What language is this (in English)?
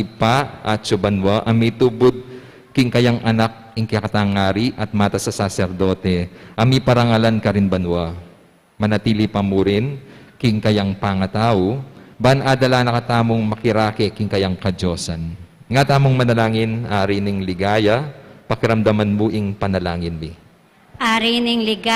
Pampanga